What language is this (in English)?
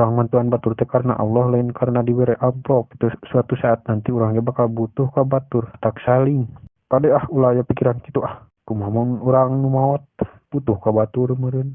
Sundanese